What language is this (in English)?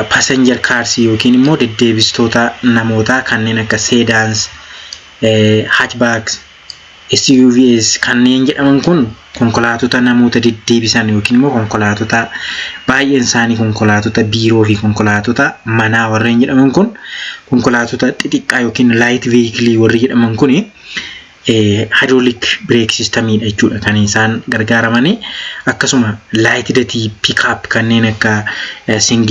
Oromo